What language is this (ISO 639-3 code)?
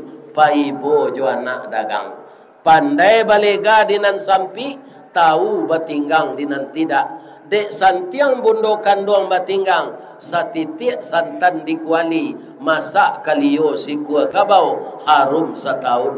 min